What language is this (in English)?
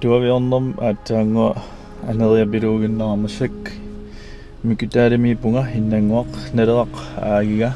Kalaallisut